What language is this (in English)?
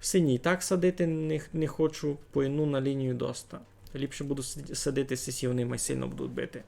Rusyn